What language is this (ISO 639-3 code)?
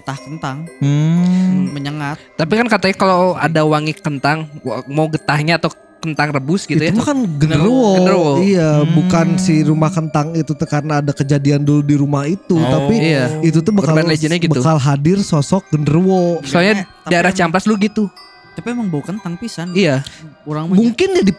ind